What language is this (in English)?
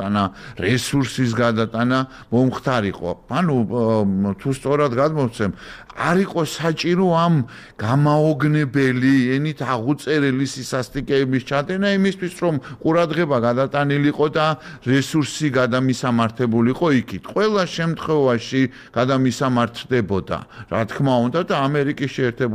Georgian